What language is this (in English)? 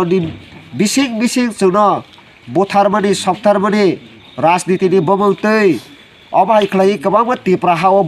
Kok Borok